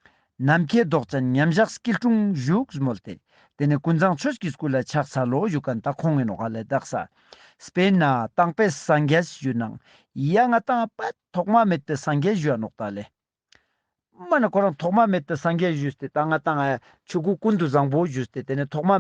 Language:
Ladakhi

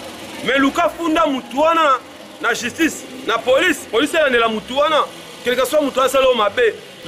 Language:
Lingala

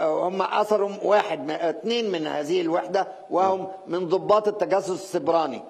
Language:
Mesopotamian Arabic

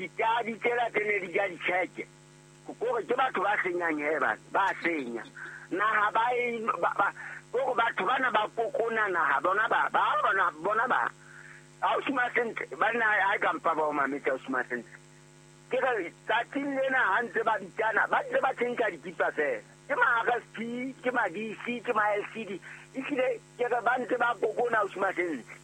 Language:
Southern Sotho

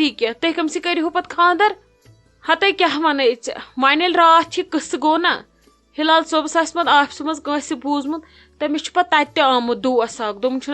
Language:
Kashmiri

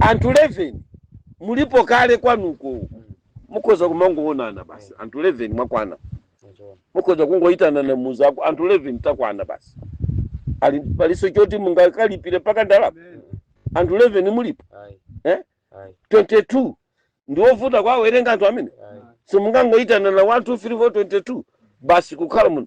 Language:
Nyanja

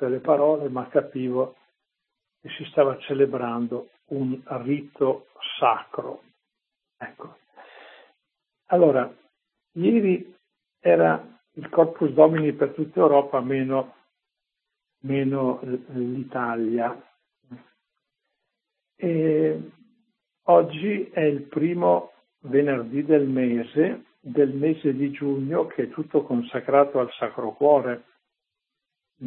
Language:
Italian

